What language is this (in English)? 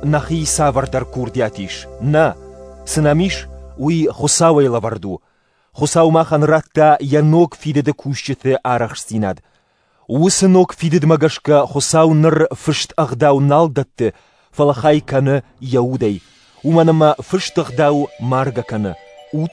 Ossetic